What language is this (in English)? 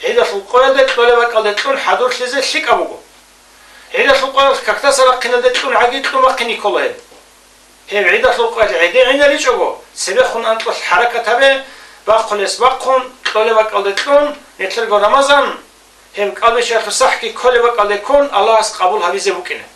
Avaric